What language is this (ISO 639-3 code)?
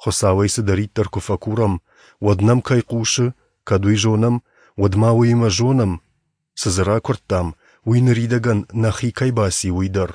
oss